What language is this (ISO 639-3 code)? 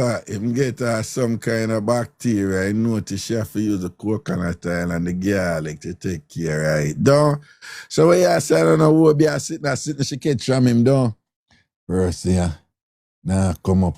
jam